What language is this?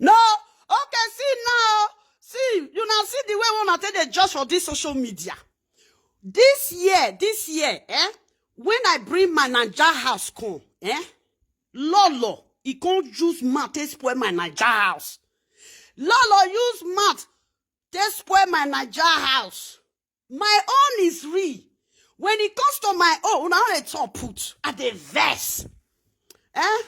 Nigerian Pidgin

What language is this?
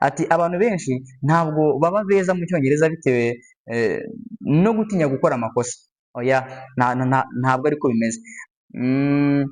Kinyarwanda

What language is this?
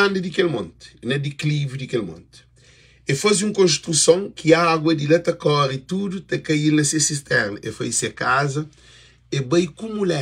Kabuverdianu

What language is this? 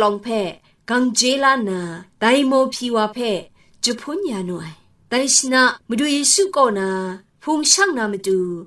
Kachin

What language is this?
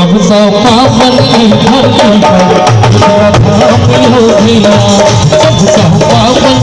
Maithili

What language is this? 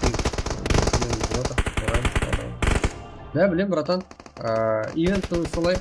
Kara-Kalpak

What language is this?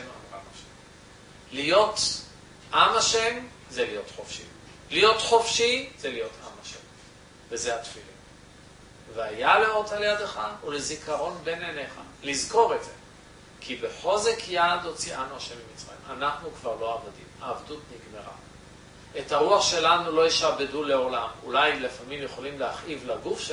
Hebrew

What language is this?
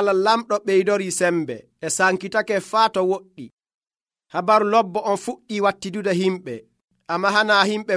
Nigerian Fulfulde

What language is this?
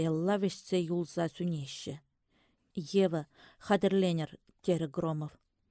Chuvash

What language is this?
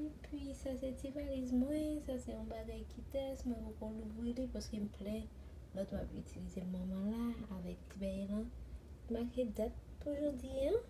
Haitian Creole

